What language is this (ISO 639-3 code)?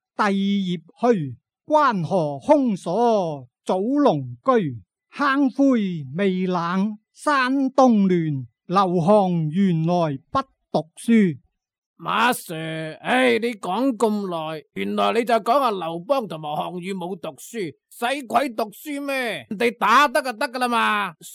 yue